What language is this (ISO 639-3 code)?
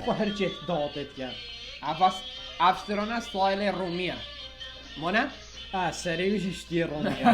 kur